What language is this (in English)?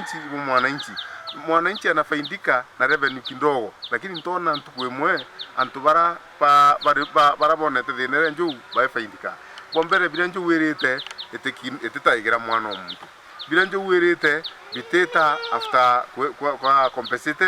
Meru